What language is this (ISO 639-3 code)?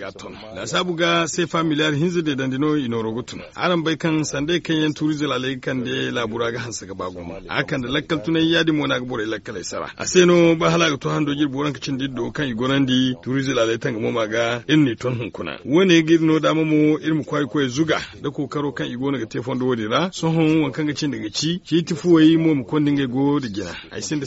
dje